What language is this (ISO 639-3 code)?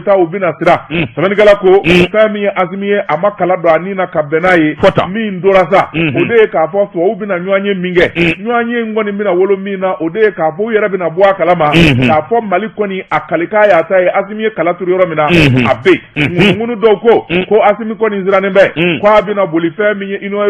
bam